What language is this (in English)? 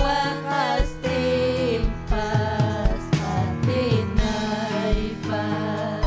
Ayacucho Quechua